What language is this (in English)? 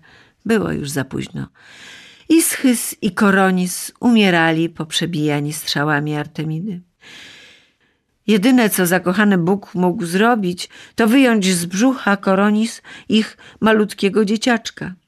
Polish